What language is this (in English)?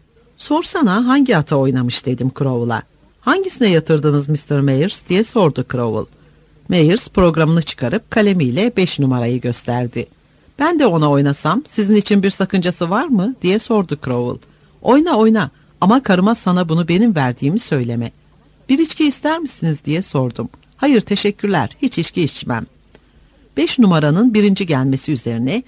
Turkish